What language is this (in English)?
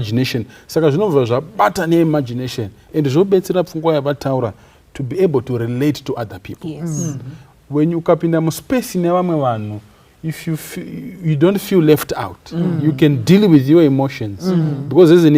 Shona